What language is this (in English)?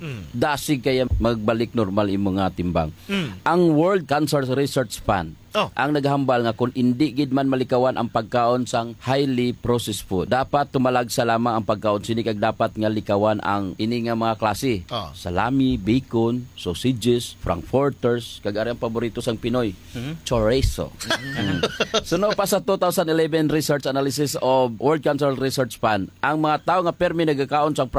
Hiligaynon